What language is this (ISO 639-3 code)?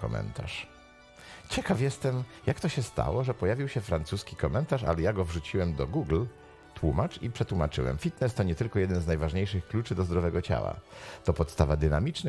pol